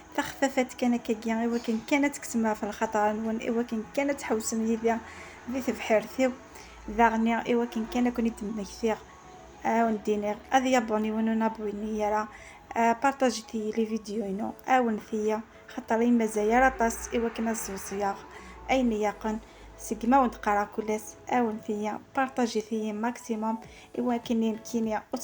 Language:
Kabyle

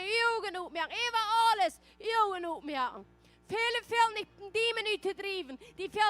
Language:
Plautdietsch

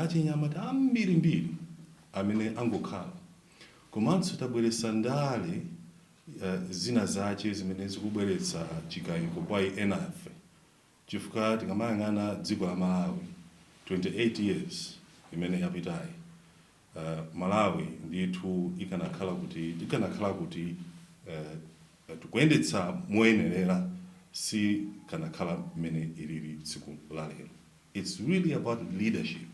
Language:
Nyanja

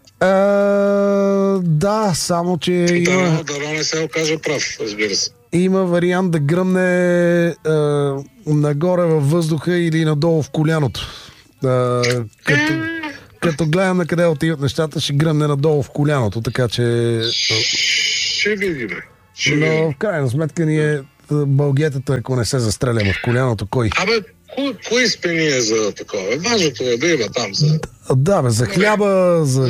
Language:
Bulgarian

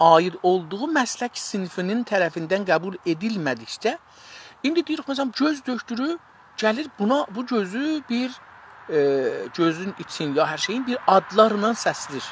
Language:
South Azerbaijani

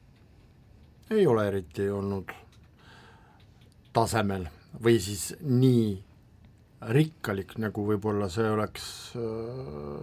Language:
Estonian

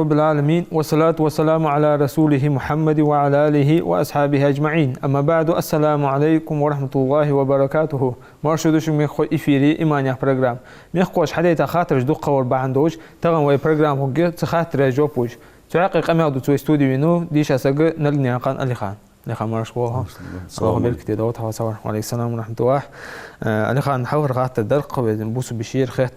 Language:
Ingush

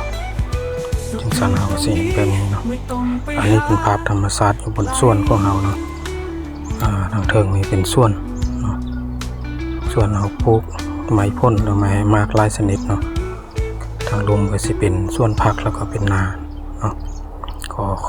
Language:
Lao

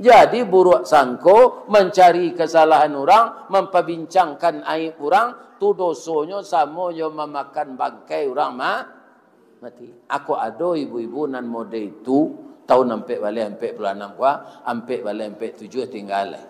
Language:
Minangkabau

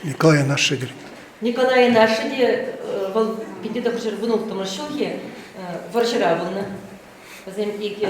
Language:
Chuvash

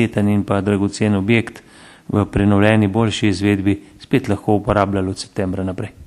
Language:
Slovenian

